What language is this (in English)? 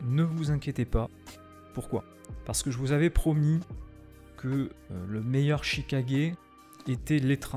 French